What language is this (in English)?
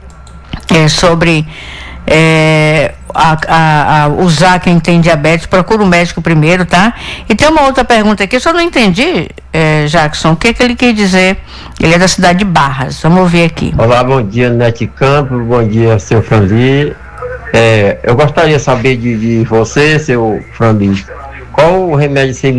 Portuguese